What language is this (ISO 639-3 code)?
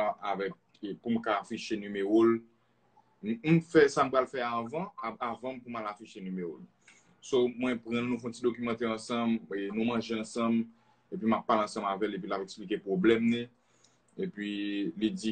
hat